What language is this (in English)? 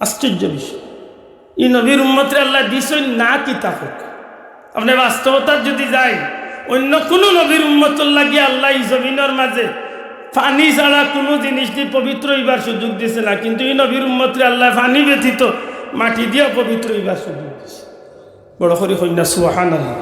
Sylheti